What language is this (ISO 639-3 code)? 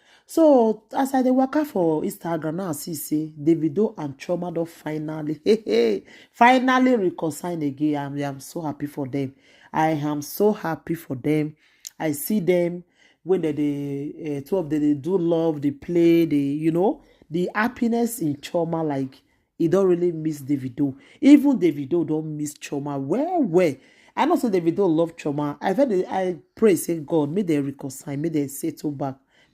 pcm